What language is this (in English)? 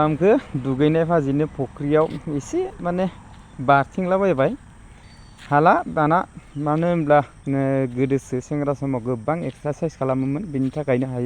Bodo